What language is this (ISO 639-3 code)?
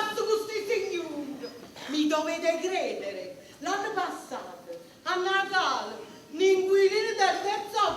nap